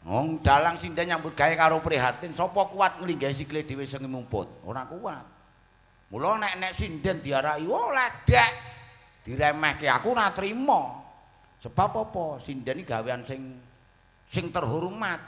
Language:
Javanese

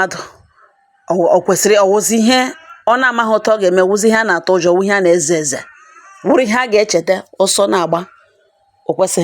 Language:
Igbo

